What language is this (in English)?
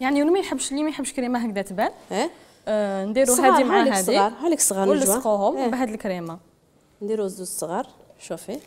Algerian Arabic